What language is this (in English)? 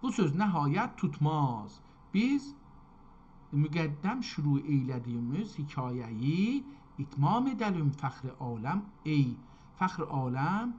South Azerbaijani